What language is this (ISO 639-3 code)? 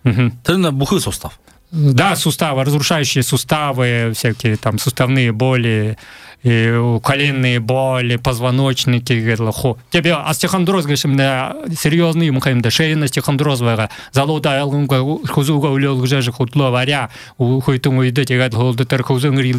bua